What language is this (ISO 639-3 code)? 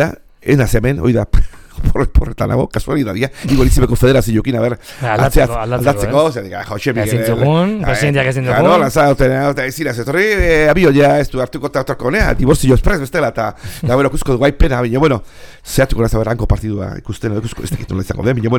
eus